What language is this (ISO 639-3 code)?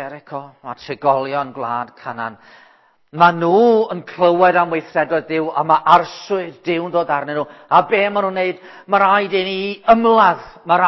cym